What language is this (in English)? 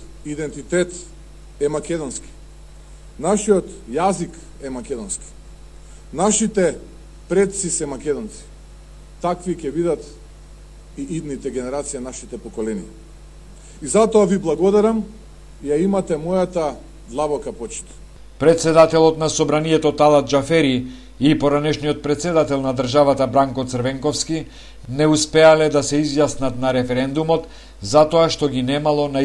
Macedonian